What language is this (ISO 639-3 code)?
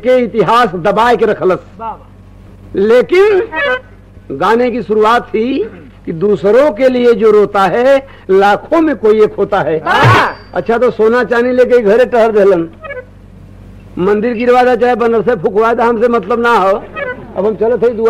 bho